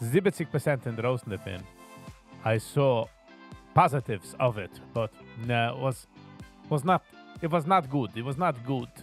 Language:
Yiddish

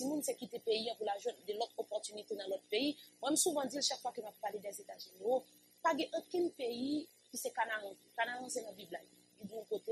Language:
French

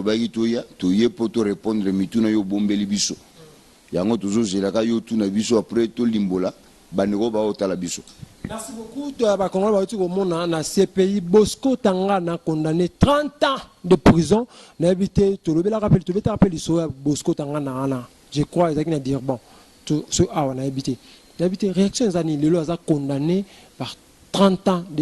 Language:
Lingala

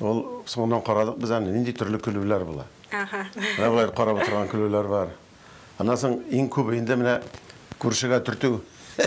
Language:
Tatar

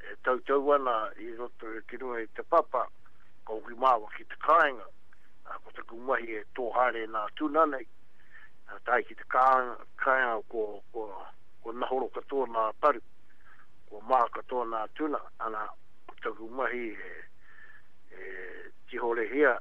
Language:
Māori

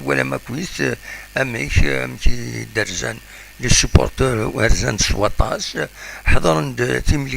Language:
Kabyle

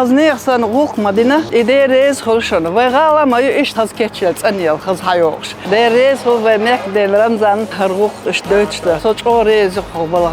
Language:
Chechen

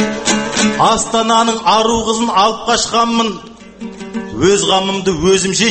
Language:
Kazakh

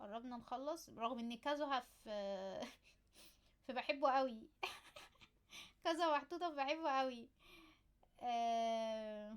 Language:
Egyptian Arabic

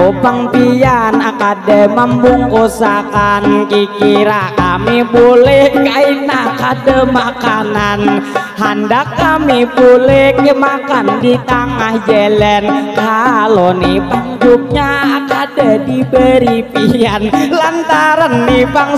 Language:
Banjar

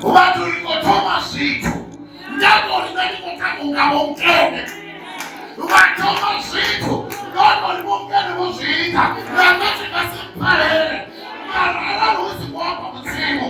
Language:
Venda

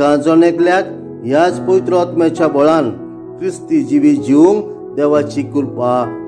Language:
Konkani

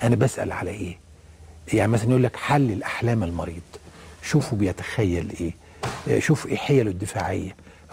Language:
Egyptian Arabic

